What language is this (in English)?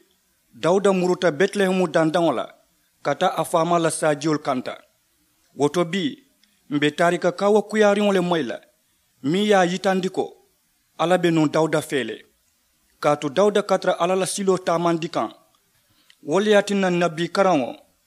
Mandingo